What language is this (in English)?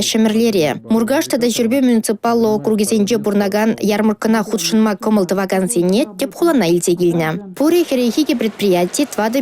Chuvash